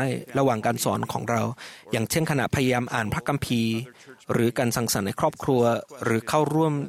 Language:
Thai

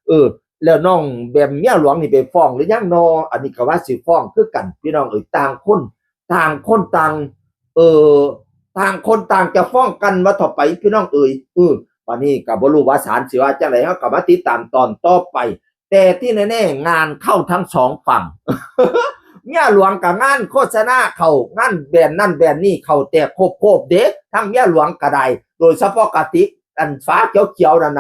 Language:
Northeastern Thai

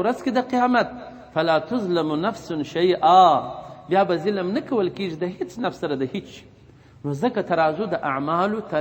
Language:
Pashto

